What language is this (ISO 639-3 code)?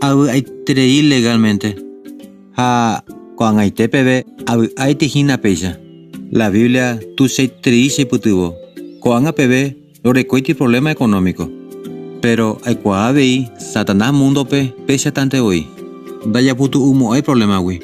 grn